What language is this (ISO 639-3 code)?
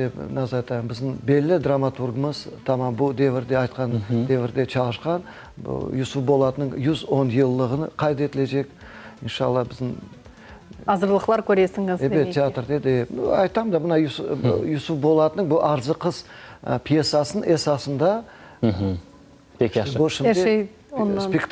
crh